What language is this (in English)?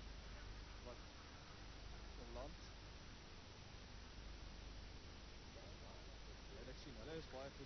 Afrikaans